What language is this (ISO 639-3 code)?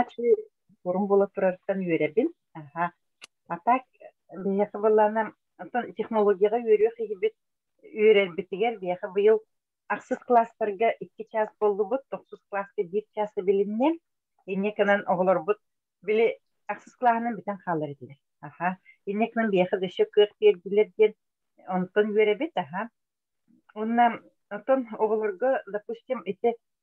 sah